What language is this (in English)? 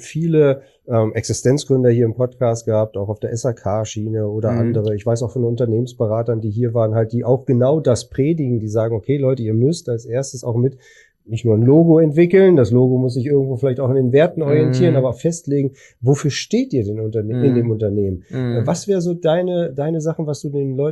German